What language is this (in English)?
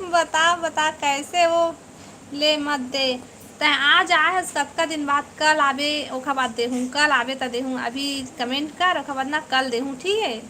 Chhattisgarhi